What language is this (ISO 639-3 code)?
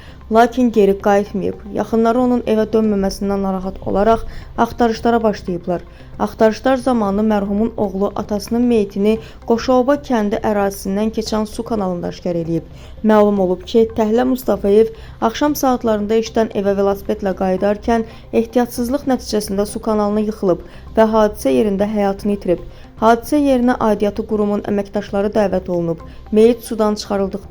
aze